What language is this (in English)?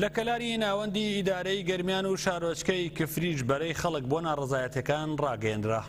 Central Kurdish